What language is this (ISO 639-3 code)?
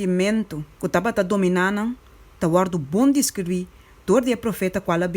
pap